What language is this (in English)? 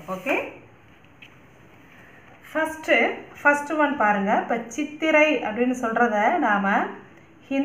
Tamil